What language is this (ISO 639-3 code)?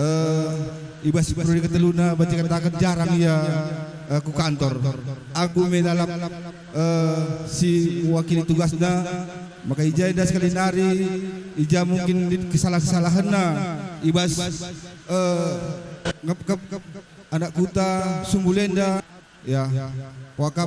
btx